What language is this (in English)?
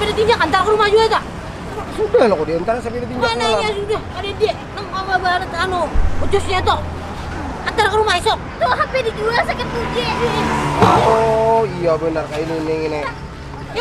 Banjar